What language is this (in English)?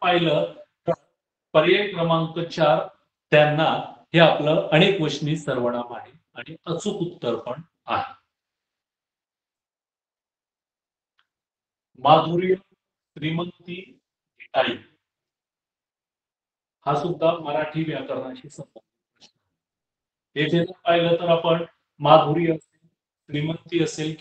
Marathi